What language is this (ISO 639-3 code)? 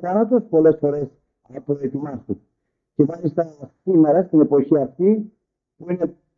ell